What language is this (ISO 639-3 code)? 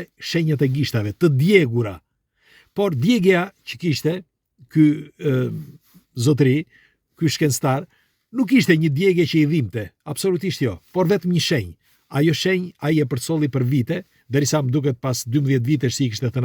sqi